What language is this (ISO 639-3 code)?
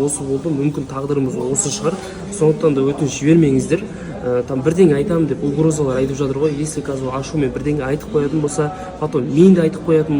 kaz